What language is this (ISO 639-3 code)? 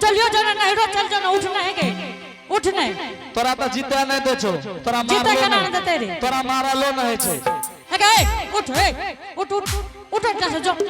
anp